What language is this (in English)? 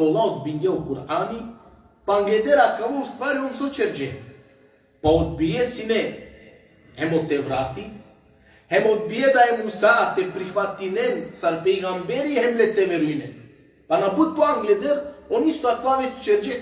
Balkan Romani